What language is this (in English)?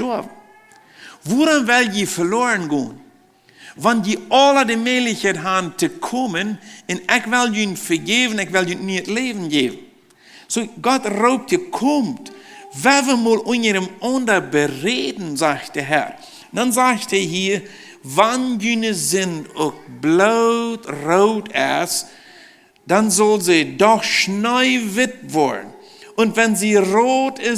Plautdietsch